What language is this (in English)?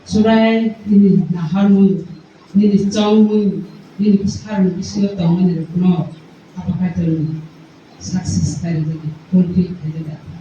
Kok Borok